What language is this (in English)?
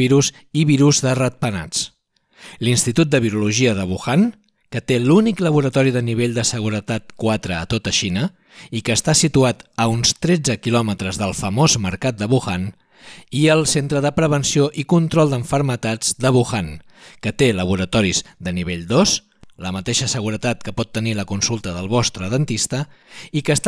Catalan